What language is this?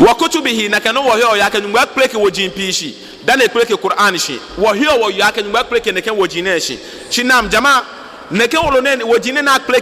Ga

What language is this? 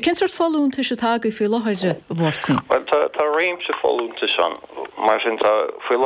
Irish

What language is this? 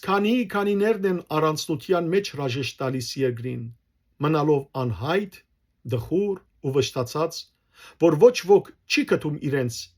Western Armenian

